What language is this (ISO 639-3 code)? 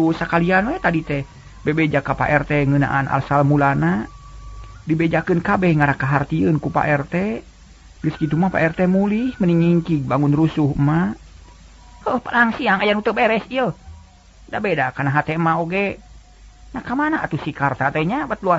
sun